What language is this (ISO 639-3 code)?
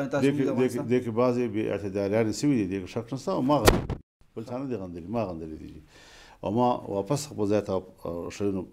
pus